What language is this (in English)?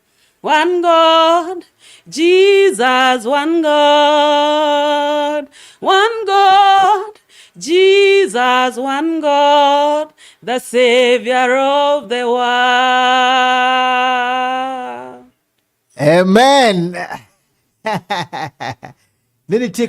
Luo (Kenya and Tanzania)